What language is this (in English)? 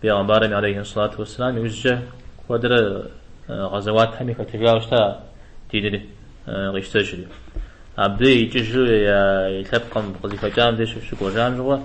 Kabardian